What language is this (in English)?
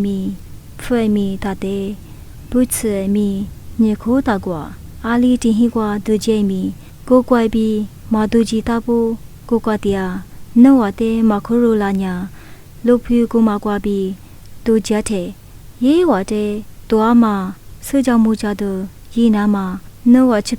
Lisu